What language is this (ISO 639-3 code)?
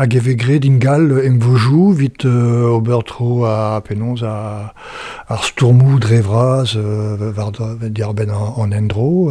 bre